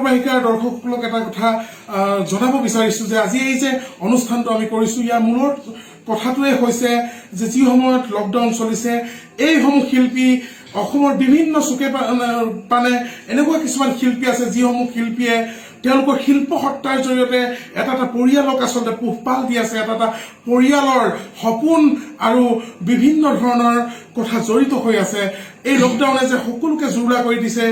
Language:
Assamese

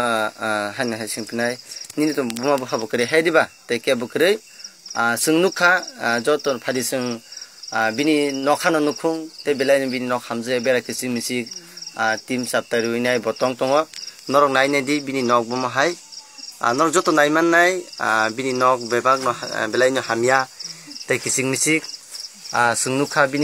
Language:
Kok Borok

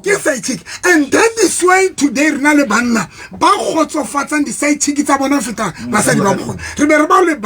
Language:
Southern Sotho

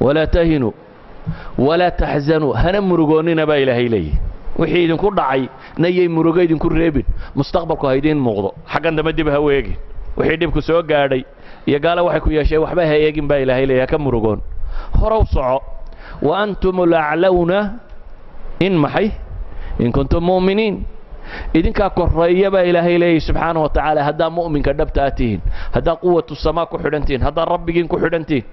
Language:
Somali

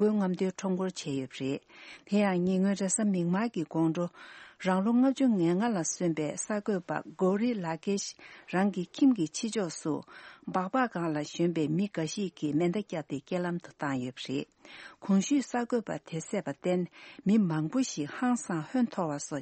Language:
Tibetan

